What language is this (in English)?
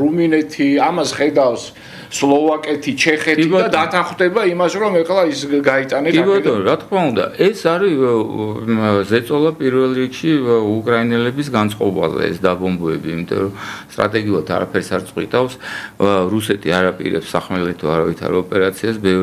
Georgian